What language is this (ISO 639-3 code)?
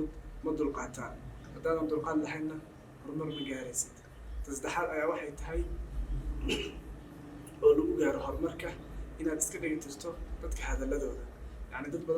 som